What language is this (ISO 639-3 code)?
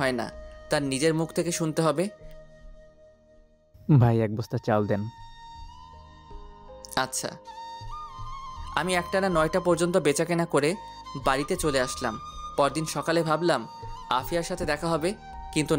ben